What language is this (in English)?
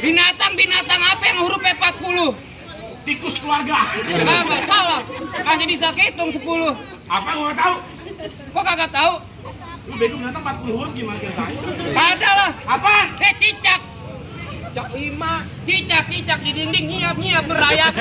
Betawi